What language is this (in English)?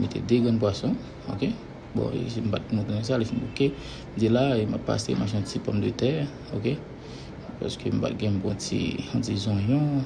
Haitian Creole